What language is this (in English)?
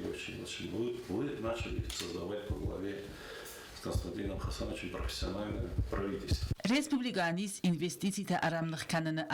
Ossetic